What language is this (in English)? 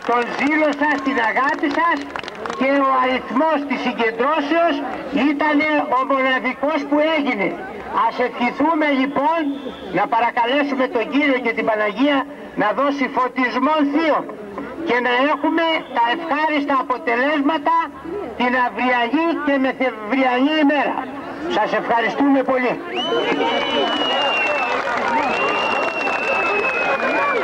Greek